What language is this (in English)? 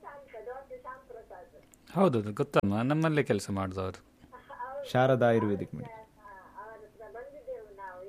Kannada